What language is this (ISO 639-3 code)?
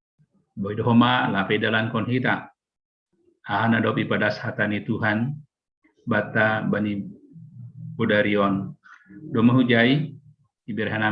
bts